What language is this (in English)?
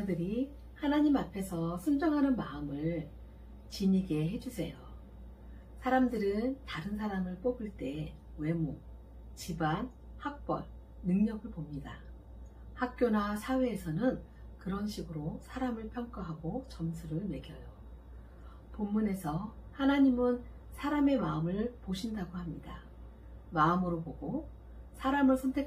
Korean